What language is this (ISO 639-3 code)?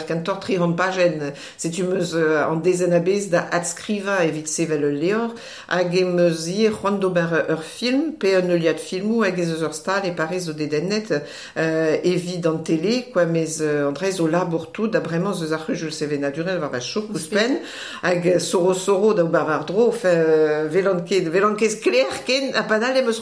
bre